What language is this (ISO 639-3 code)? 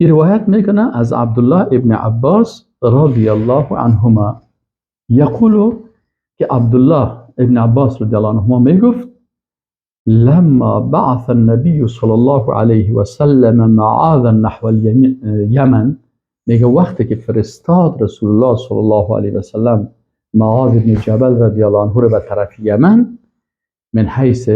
fas